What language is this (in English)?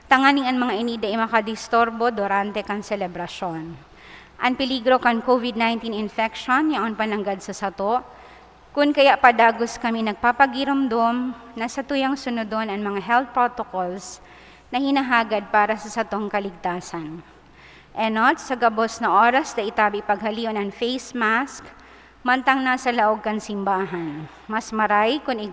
Bikol